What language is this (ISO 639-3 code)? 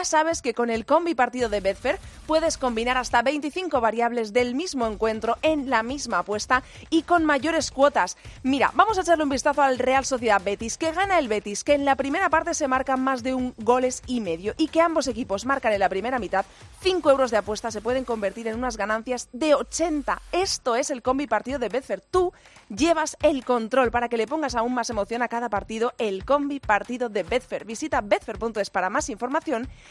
spa